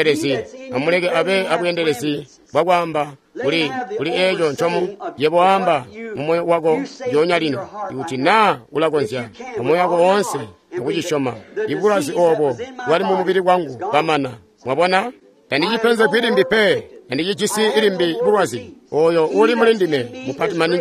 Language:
Tonga (Zambia)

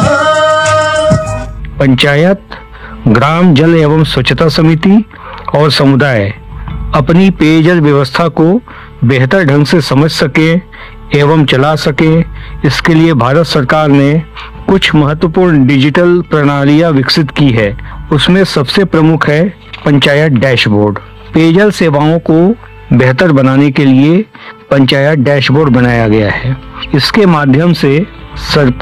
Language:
Hindi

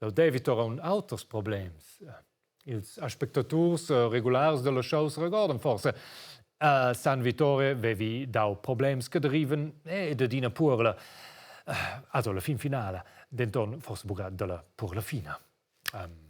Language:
Romansh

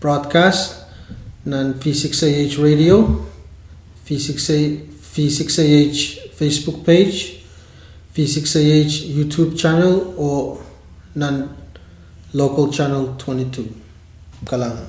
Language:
Pohnpeian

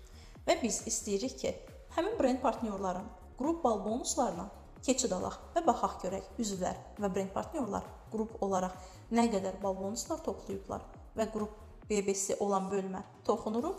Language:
Azerbaijani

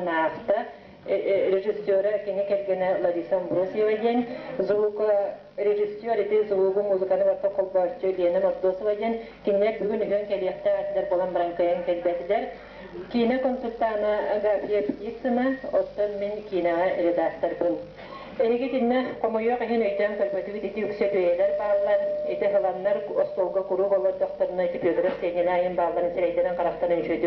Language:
Yakut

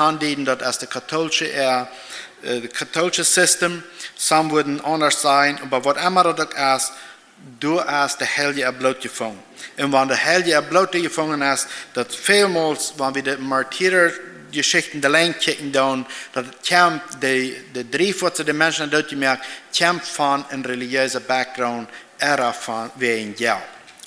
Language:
Plautdietsch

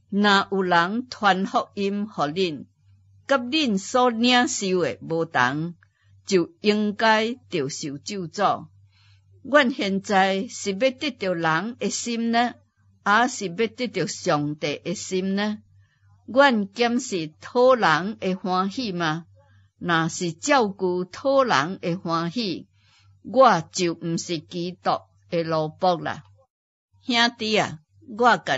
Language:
Min Nan Chinese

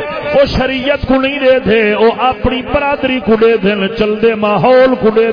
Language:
Saraiki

